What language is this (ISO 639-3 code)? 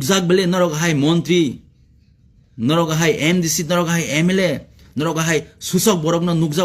trp